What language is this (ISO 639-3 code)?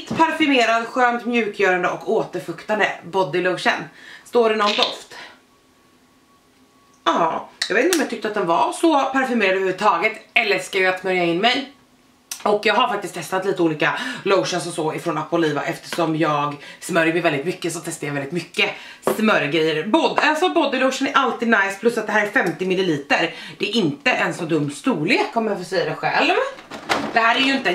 swe